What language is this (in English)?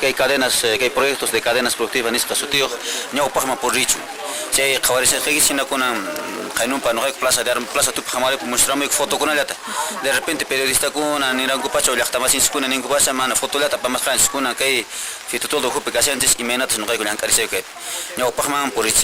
Quechua